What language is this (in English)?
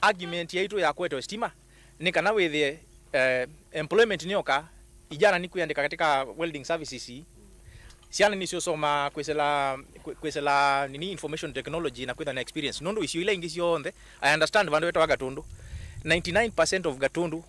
Kamba